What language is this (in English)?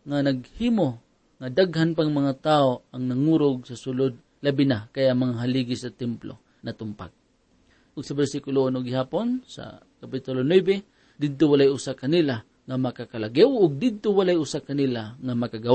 Cebuano